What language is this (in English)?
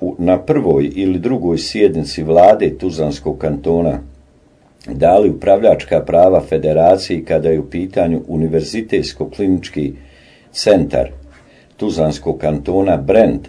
Bosnian